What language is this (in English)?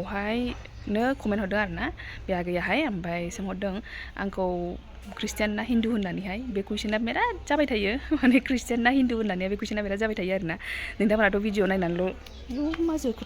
Bodo